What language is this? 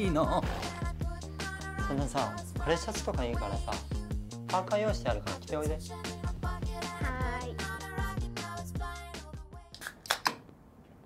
Japanese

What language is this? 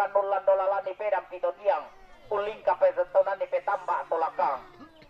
Toraja-Sa'dan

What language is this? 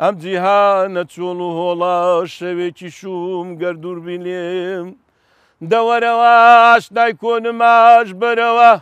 Central Kurdish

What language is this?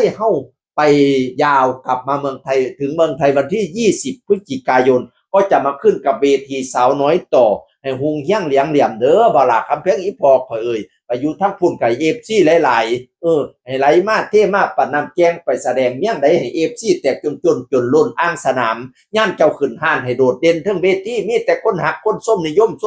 Northeastern Thai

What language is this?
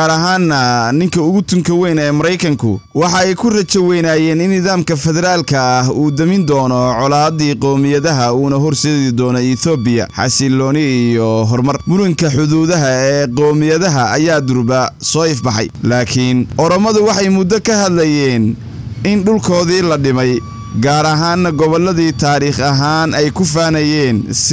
Somali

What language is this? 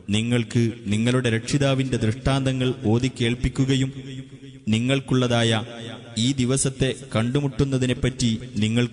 Malayalam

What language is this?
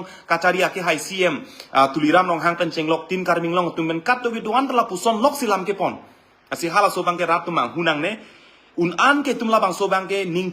Karbi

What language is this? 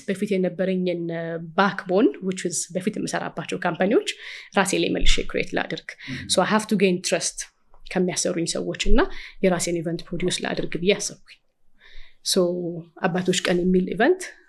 Amharic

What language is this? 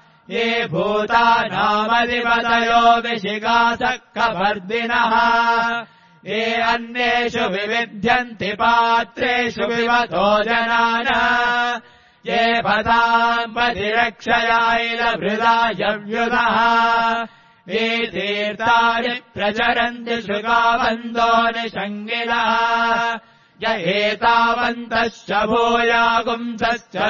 Sanskrit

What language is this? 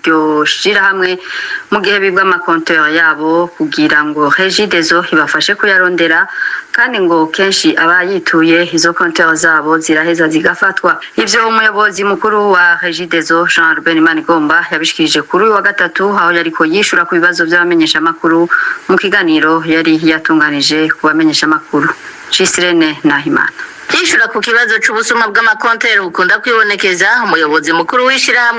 Rundi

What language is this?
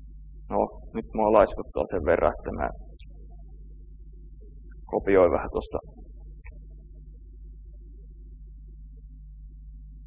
Finnish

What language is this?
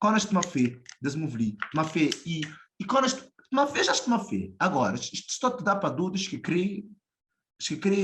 Kabuverdianu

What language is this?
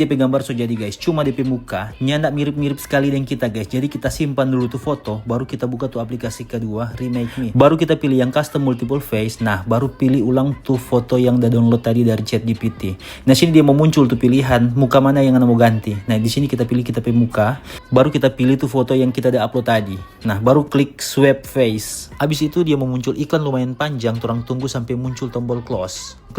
Manado Malay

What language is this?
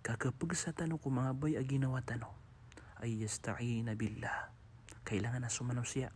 Maranao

